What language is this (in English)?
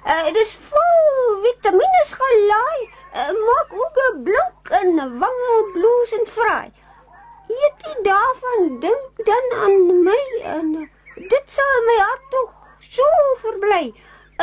Afrikaans